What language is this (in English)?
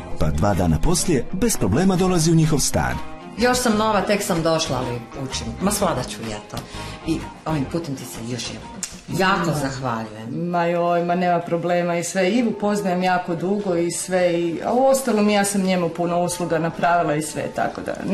Croatian